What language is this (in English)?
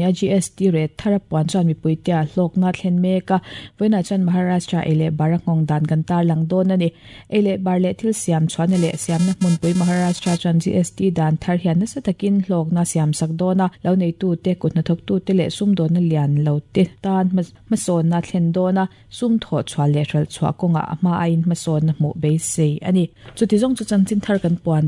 Mizo